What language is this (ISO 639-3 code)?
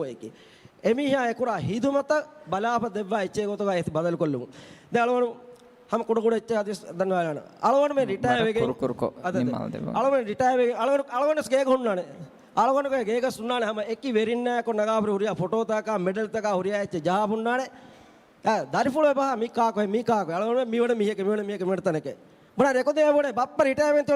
div